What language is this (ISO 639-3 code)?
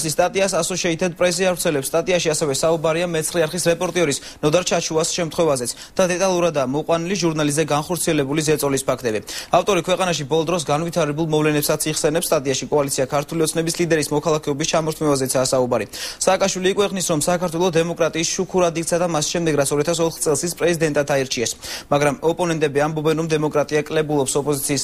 kat